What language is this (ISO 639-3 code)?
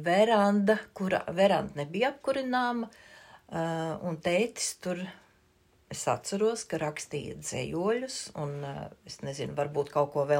lav